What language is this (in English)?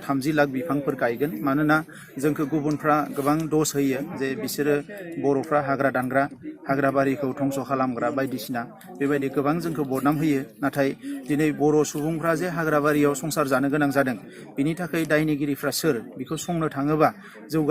Bodo